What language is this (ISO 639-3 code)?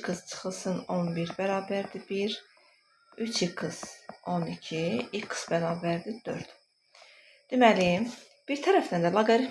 aze